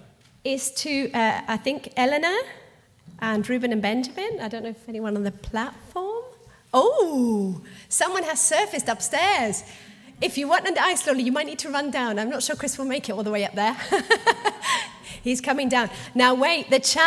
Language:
English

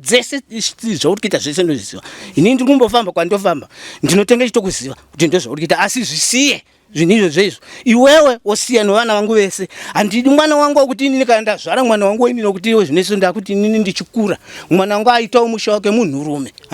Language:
Shona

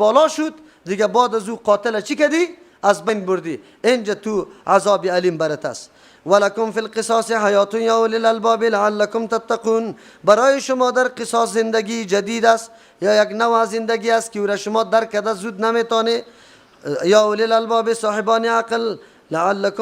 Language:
Persian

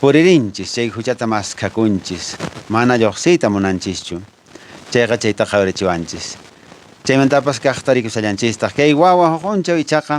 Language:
Quechua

